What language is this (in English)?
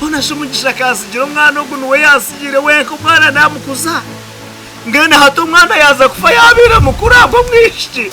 Nyankole